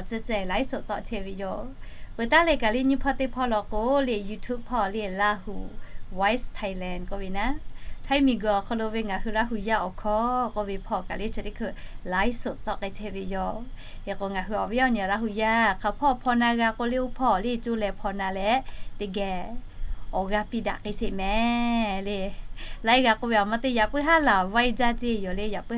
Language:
Lahu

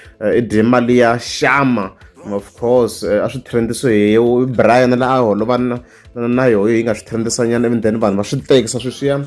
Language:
Tsonga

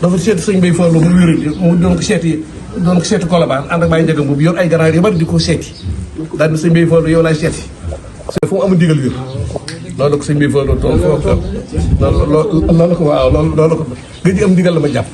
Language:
Wolof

